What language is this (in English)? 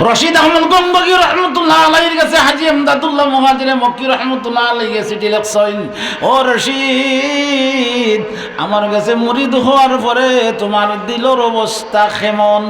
Sylheti